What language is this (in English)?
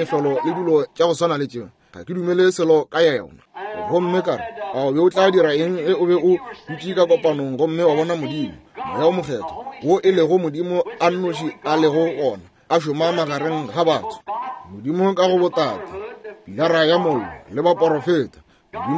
Northern Sotho